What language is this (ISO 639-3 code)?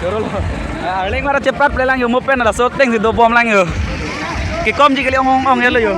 mjw